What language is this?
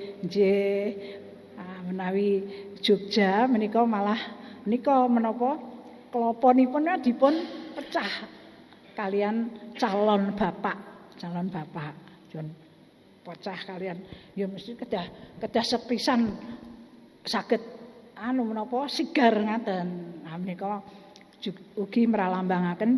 Javanese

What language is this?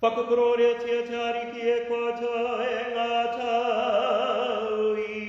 Māori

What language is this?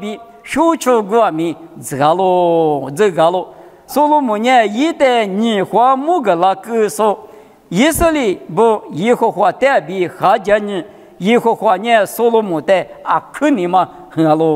Lisu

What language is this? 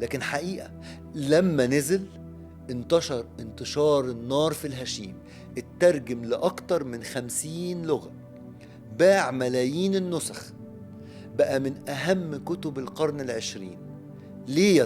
Egyptian Arabic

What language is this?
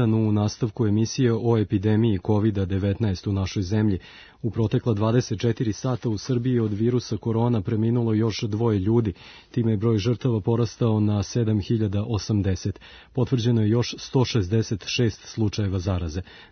Serbian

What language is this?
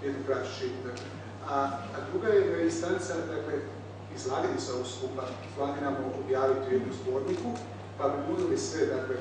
Croatian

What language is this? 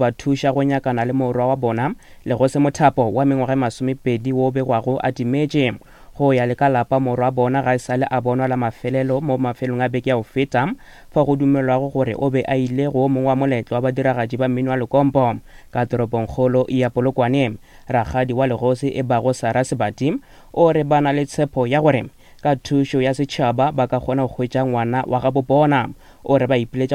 Northern Sotho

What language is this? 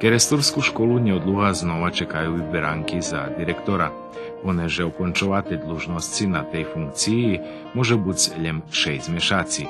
Rusyn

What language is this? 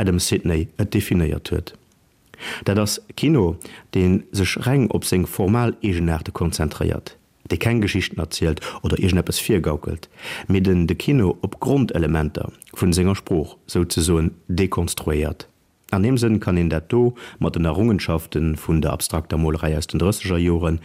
Luxembourgish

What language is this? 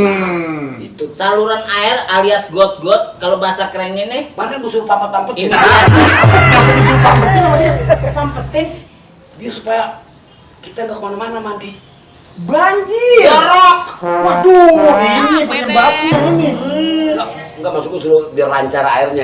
Betawi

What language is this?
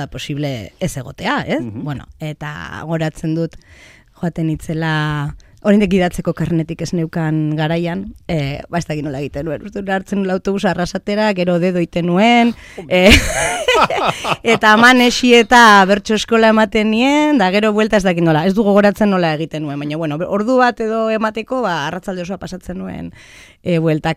Basque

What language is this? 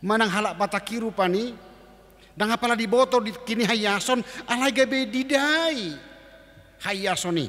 Batak Toba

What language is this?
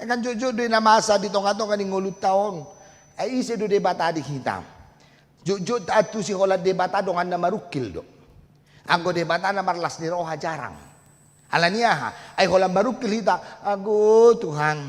Batak Toba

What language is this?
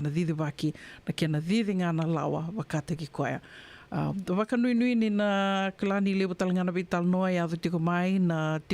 Fijian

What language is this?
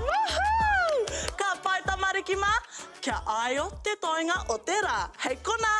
Māori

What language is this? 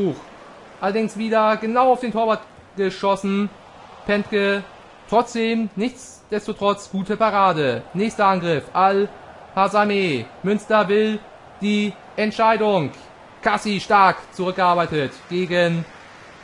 German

